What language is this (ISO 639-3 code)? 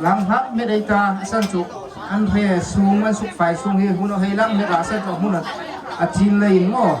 hmr